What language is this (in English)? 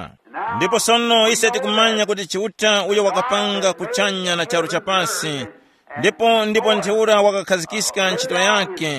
Tumbuka